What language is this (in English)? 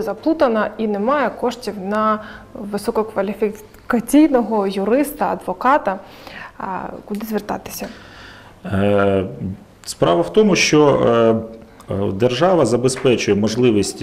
Ukrainian